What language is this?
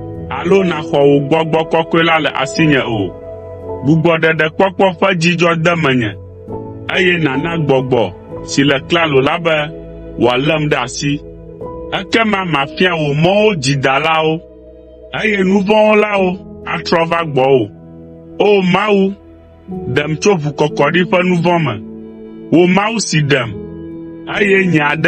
Ewe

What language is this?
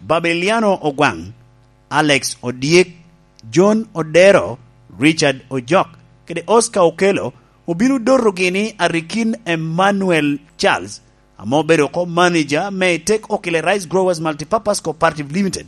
Lango (Uganda)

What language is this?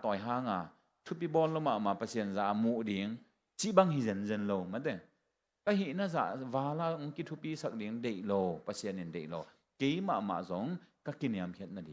Tedim Chin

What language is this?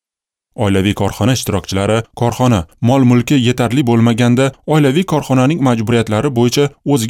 Uzbek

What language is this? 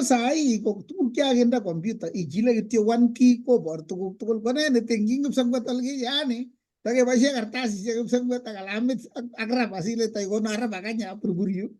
Kalenjin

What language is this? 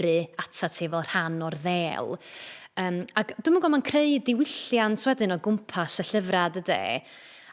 Welsh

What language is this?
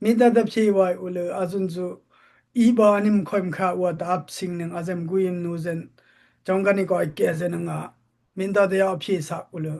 Dimasa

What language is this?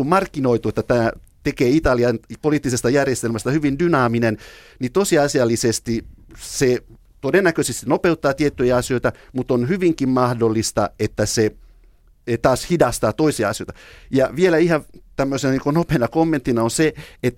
Finnish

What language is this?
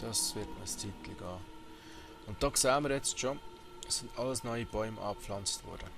Swiss German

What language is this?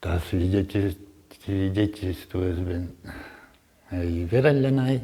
Udmurt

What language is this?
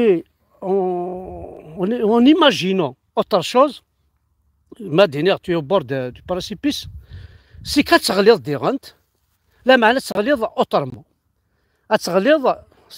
Kabyle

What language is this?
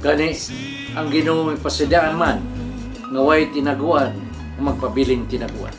Cebuano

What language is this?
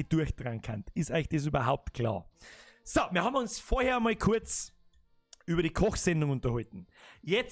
Bavarian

